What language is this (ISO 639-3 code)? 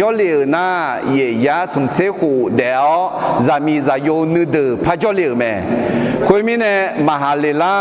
ahk